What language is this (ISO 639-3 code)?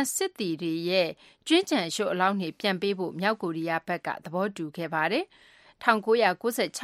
mya